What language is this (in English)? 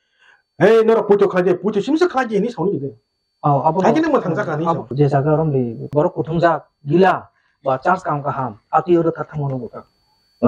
Kok Borok